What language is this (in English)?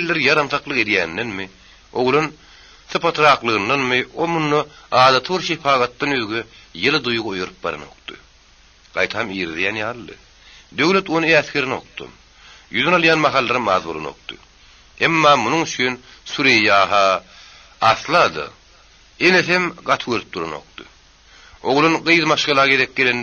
Turkmen